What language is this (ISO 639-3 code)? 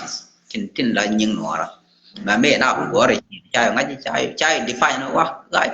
nus